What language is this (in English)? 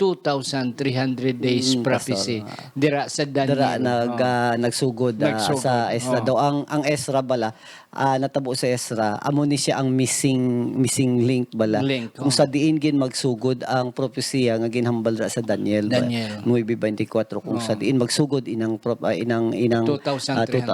Hiligaynon